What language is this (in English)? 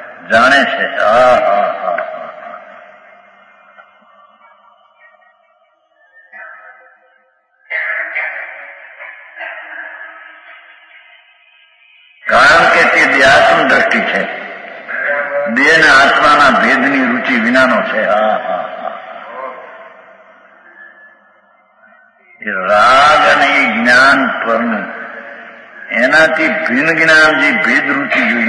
Gujarati